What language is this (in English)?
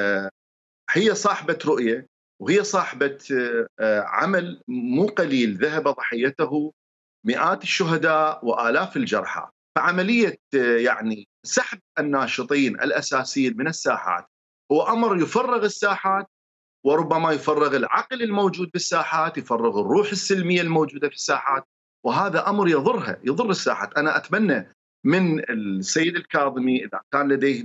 Mesopotamian Arabic